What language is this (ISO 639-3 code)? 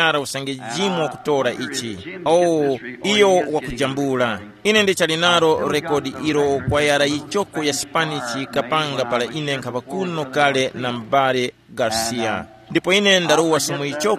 tum